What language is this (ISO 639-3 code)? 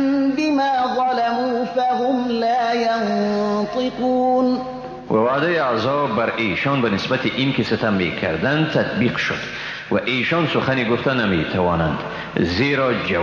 fas